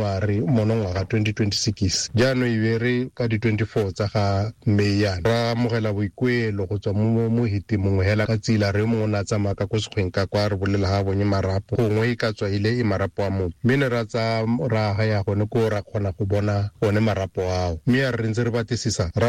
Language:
Tswana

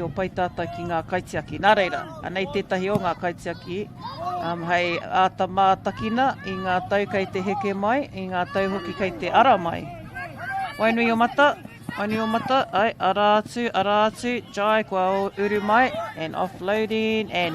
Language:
Māori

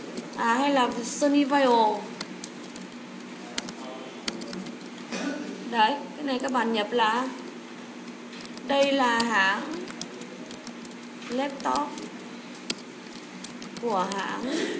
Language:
Vietnamese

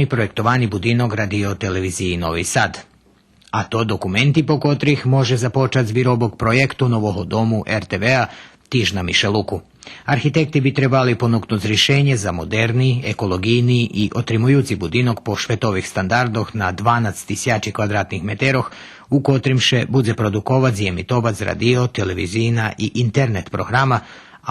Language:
Rusyn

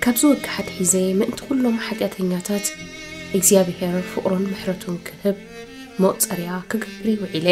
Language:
Tigrinya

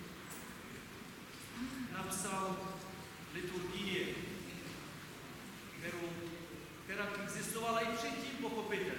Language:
Czech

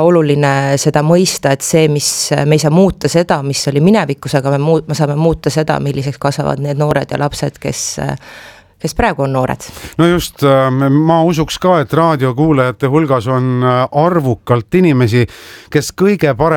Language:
Estonian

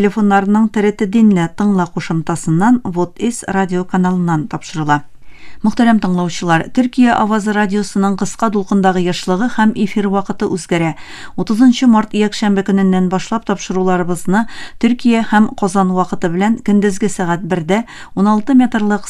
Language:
Tatar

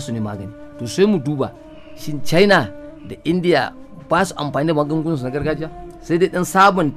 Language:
Hausa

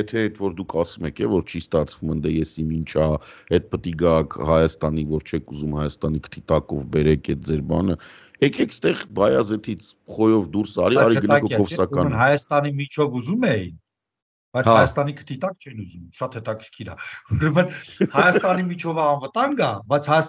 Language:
Armenian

